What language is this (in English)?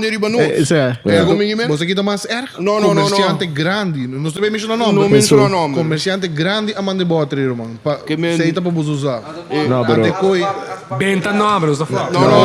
Papiamento